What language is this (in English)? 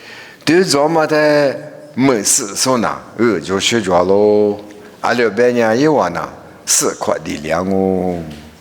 Lisu